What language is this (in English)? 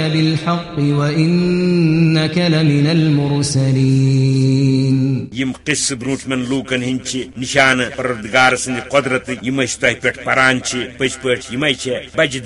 Kashmiri